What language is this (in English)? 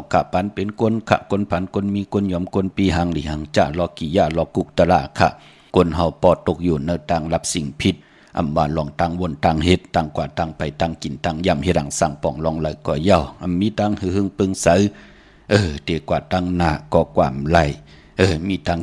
Shan